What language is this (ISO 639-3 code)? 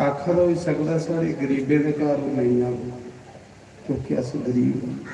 doi